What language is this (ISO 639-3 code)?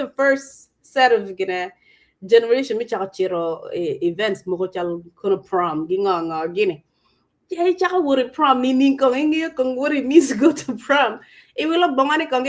ach